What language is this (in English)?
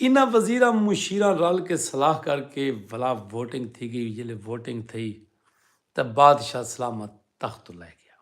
Saraiki